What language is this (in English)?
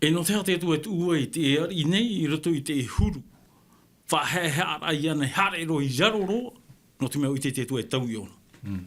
Tahitian